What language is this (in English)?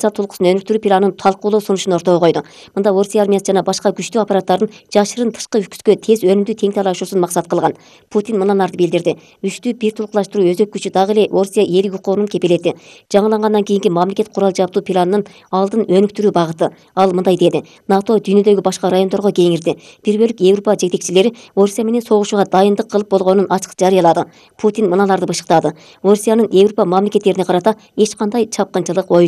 Kyrgyz